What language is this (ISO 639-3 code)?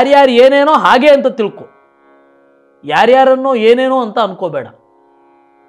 kan